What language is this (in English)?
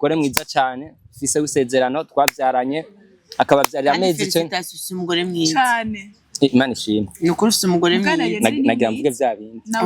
Rundi